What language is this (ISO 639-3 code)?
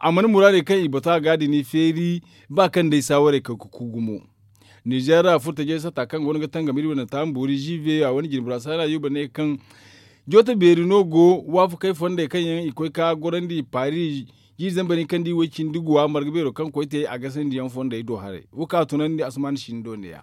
dje